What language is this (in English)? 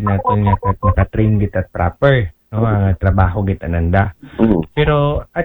Aklanon